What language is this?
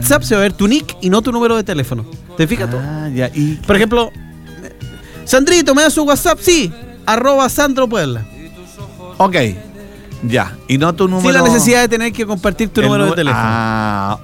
Spanish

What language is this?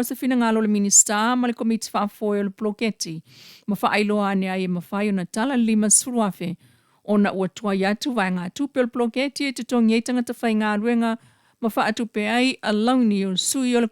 Samoan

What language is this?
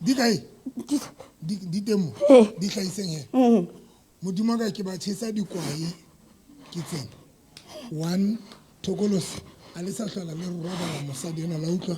Southern Sotho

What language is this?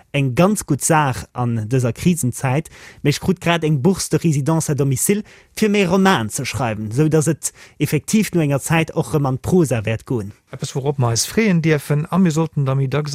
Luxembourgish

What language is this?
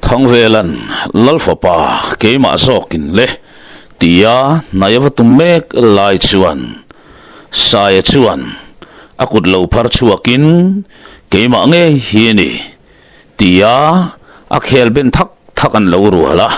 Mizo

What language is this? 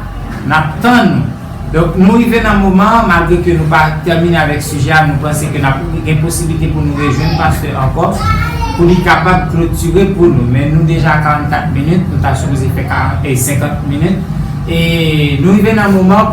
Haitian Creole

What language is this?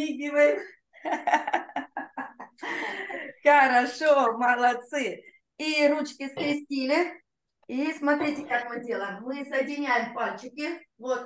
Russian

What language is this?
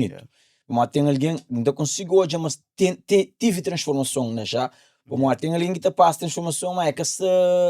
Kabuverdianu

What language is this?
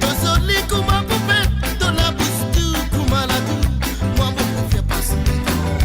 Morisyen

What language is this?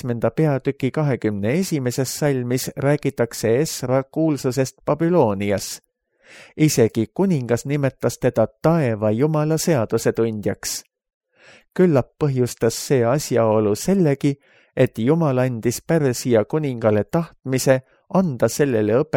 Estonian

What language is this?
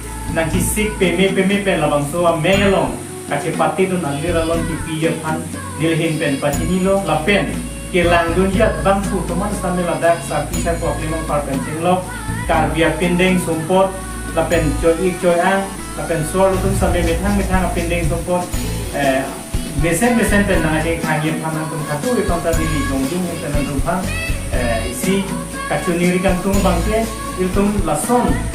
Karbi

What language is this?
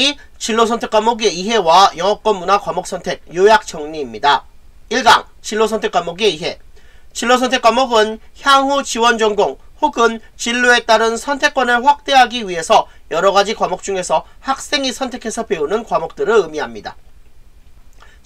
Korean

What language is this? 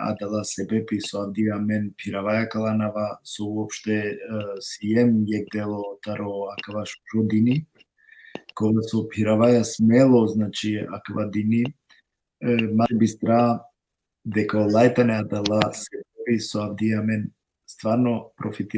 Balkan Romani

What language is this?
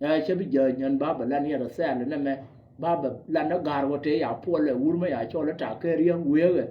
Nuer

